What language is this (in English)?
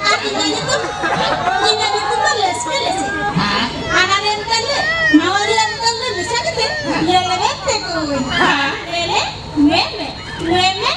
Santali